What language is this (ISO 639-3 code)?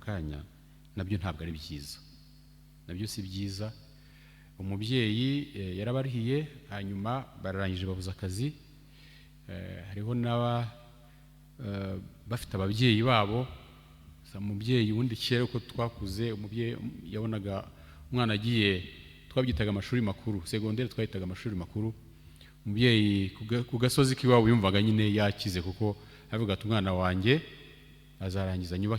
kin